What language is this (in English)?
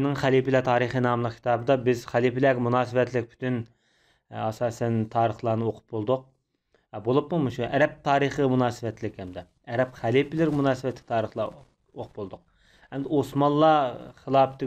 Uyghur